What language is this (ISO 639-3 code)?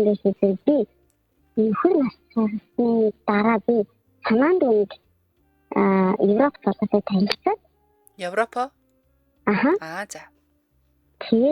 mon